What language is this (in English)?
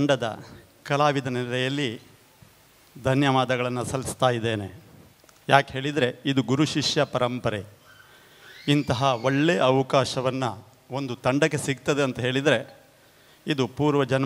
Kannada